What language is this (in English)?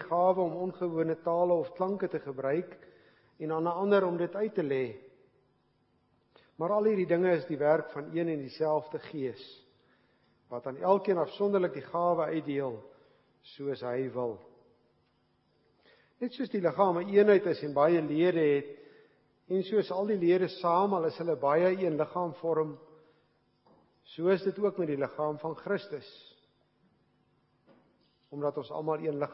Afrikaans